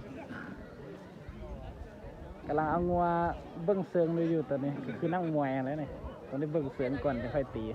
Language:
Lao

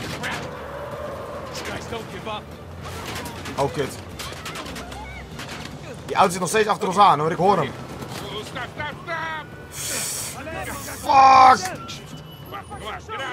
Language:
Dutch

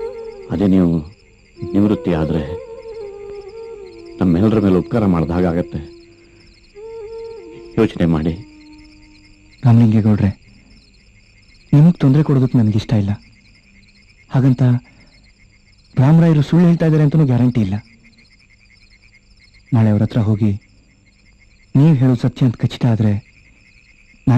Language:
Kannada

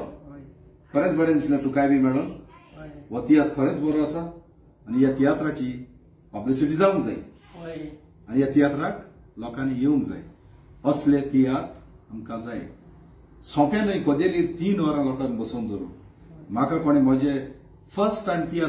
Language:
Konkani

